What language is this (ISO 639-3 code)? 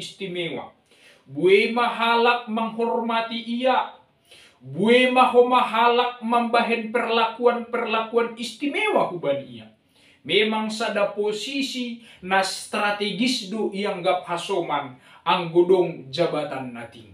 bts